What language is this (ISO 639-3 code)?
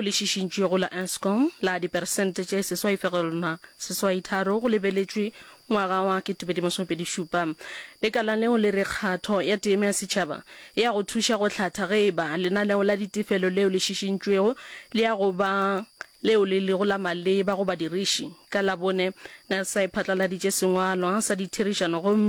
nso